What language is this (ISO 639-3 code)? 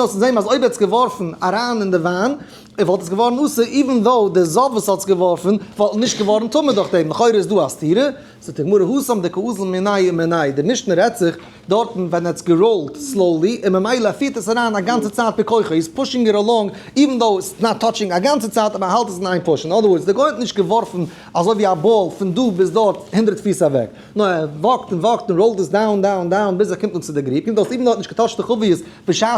yid